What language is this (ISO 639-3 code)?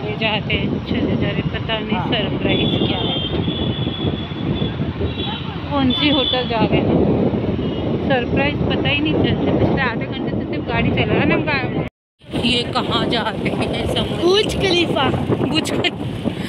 hin